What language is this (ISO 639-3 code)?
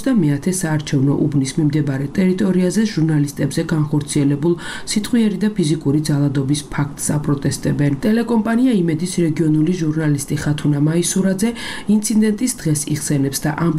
kat